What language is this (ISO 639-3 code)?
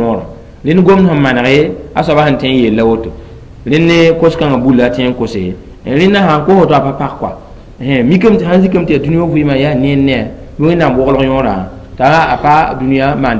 mos